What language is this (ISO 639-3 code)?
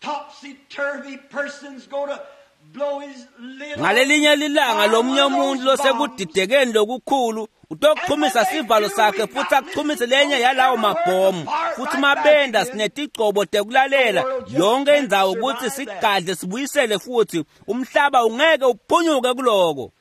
ssw